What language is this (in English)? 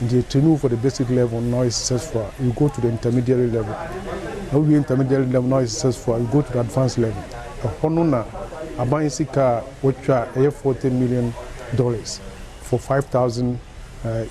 Akan